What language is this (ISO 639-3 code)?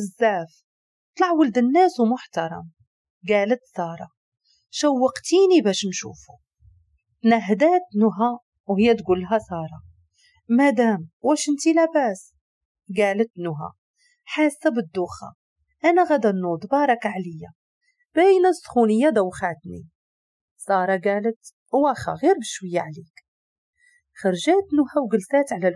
ary